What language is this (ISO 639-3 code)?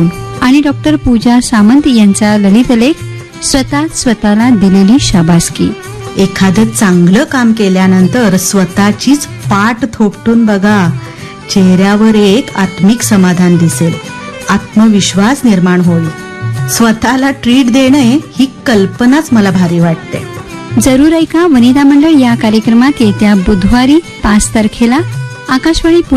mar